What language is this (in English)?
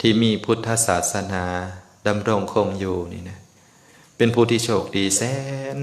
Lao